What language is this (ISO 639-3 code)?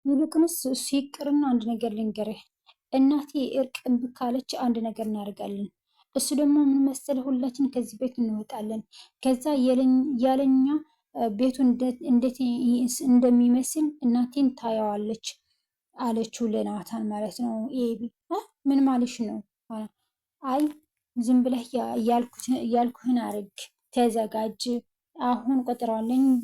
amh